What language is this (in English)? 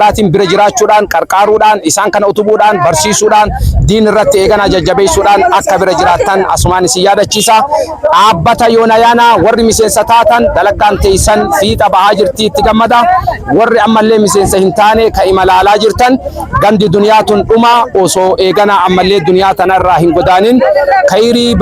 Oromo